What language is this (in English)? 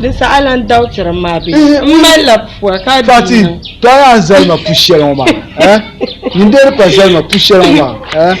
Dagbani